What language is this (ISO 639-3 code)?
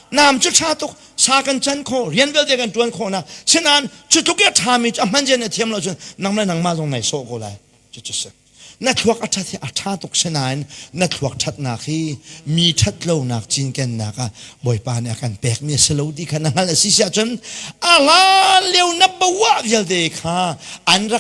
cnh